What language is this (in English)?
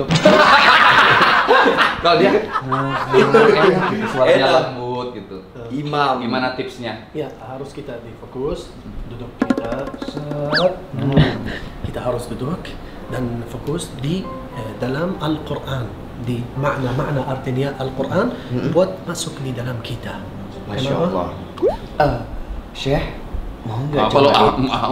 Indonesian